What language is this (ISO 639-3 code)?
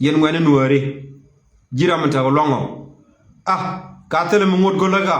nus